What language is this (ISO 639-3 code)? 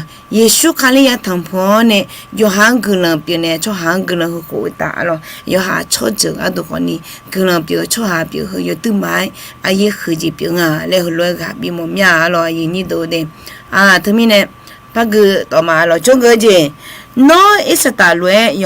ahk